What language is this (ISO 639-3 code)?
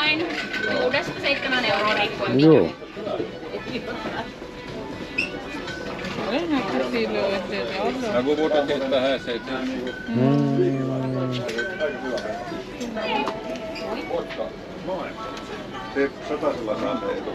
fin